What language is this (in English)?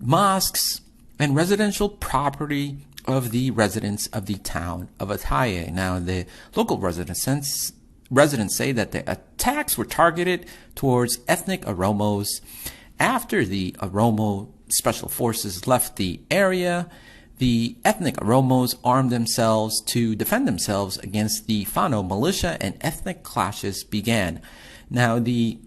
English